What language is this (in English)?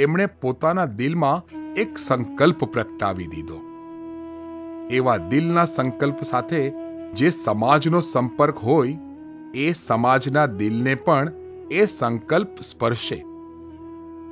Gujarati